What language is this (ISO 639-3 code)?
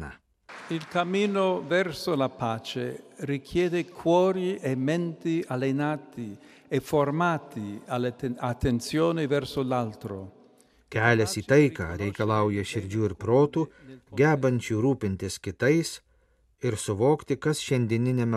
lit